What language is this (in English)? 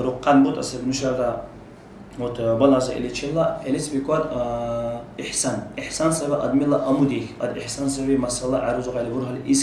Dargwa